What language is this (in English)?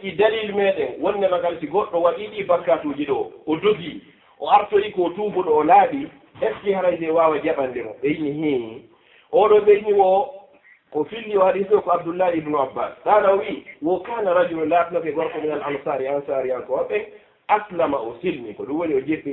Fula